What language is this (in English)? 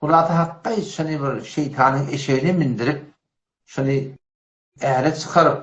Turkmen